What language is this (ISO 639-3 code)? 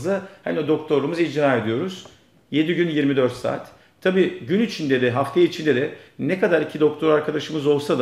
tur